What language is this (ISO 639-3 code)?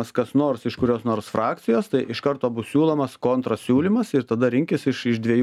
lit